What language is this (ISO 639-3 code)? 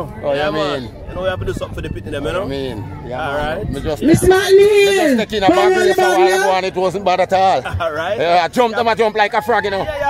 jam